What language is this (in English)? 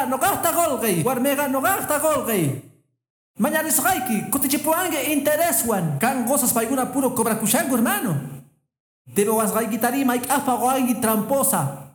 Quechua